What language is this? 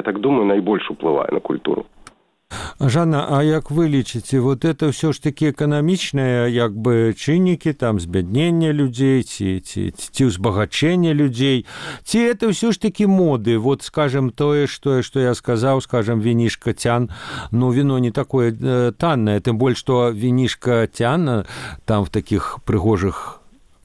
Belarusian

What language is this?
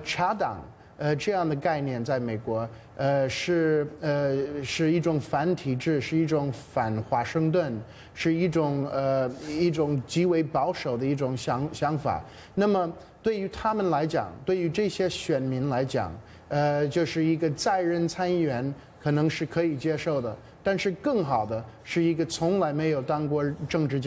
Chinese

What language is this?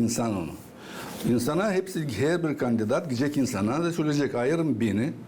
Gagauz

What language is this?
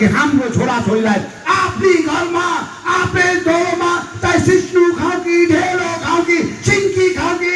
Nepali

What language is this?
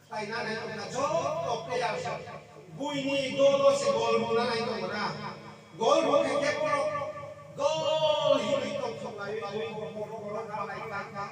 Kok Borok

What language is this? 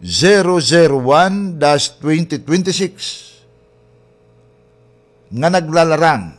Waray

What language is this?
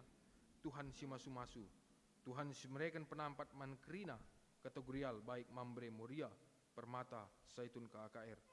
Batak Karo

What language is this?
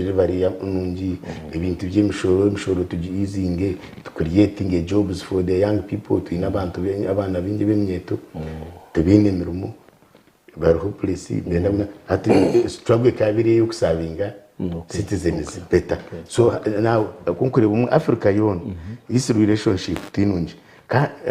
Nyankole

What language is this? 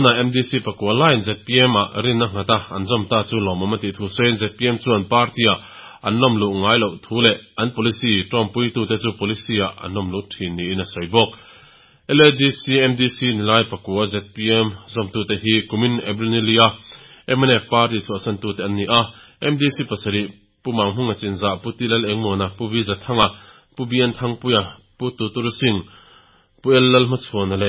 Mizo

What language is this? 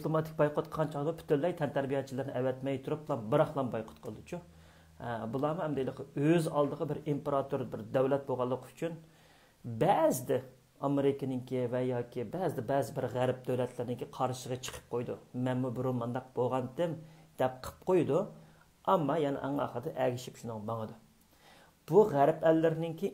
Uyghur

